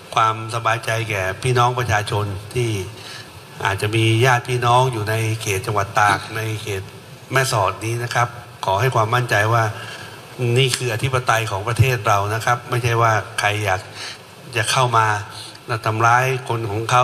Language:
Thai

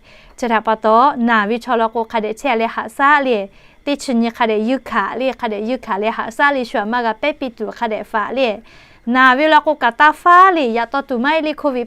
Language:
Lahu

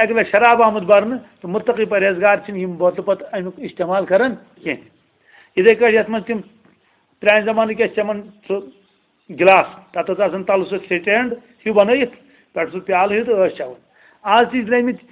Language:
Kashmiri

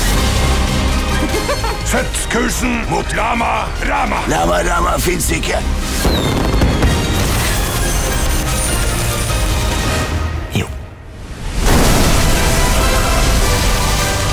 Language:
Norwegian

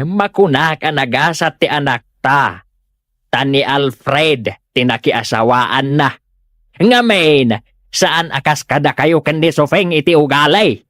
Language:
Iloko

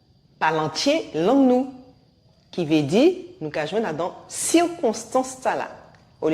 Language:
Guadeloupean Creole French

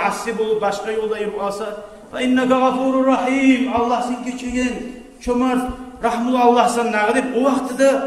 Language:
Kumyk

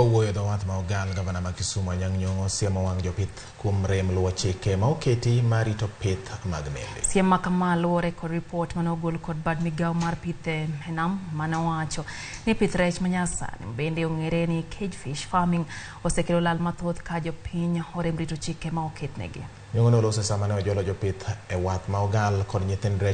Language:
Luo (Kenya and Tanzania)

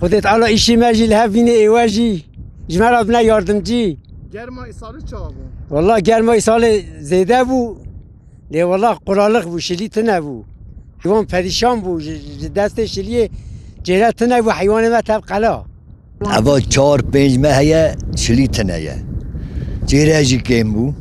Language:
Kurdish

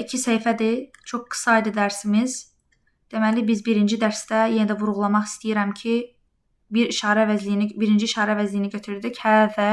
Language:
Azerbaijani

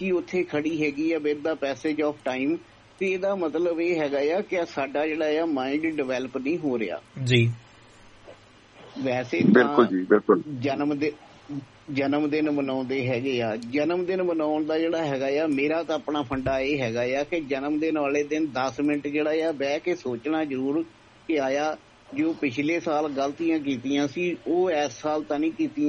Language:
Punjabi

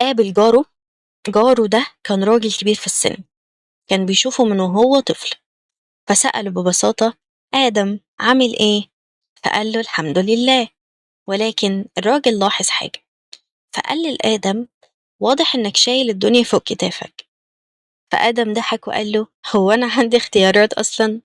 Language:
Egyptian Arabic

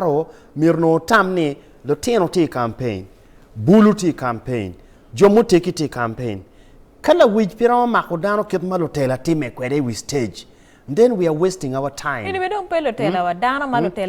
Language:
Acoli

